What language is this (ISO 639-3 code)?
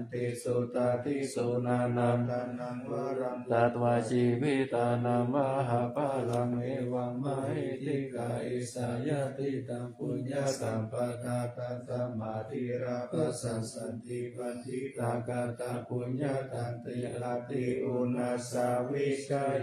pli